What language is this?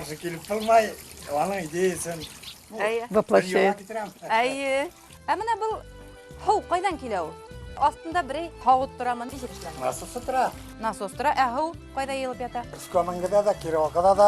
Bashkir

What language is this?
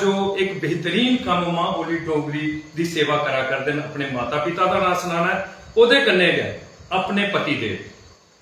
Dogri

